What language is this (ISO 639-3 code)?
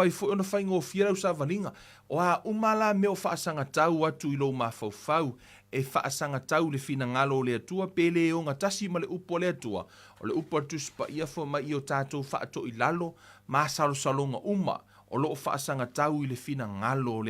smo